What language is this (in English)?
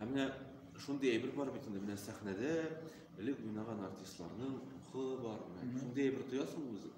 Tatar